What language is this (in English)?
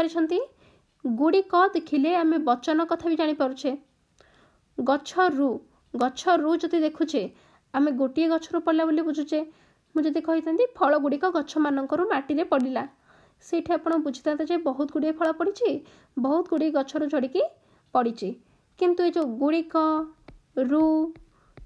Odia